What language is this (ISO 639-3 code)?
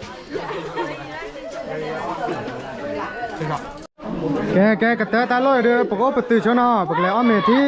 ksw